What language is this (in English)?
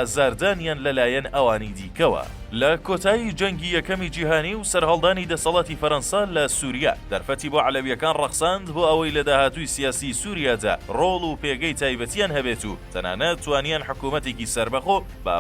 Central Kurdish